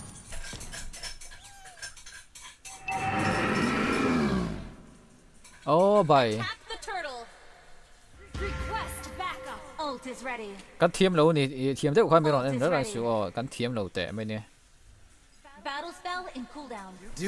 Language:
Vietnamese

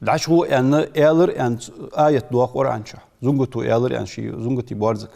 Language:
Ingush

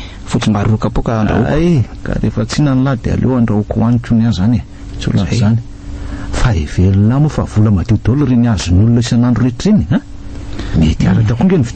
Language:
Malagasy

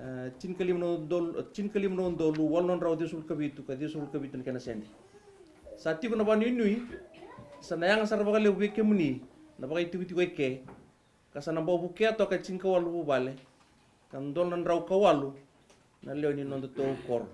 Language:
Fijian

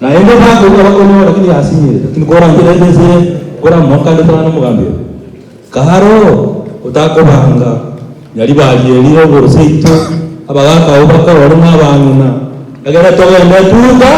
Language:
Gusii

